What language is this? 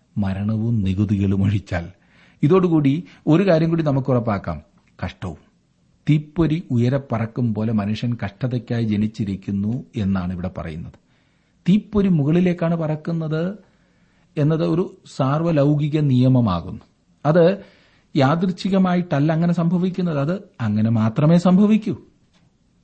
Malayalam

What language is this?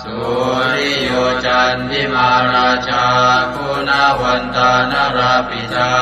Pali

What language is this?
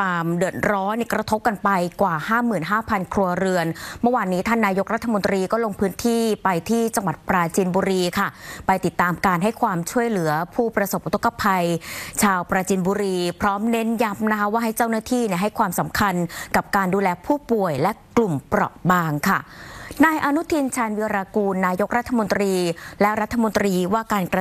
Thai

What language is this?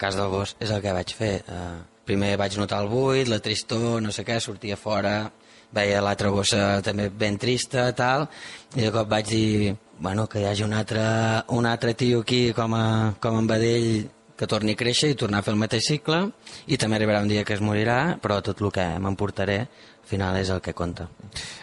Catalan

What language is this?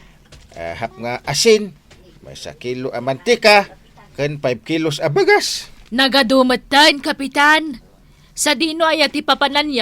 Iloko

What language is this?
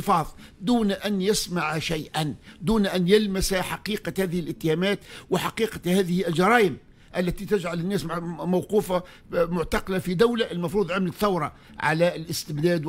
Tunisian Arabic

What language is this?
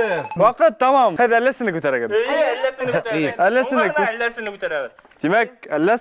Bashkir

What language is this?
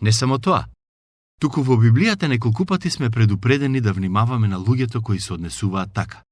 Macedonian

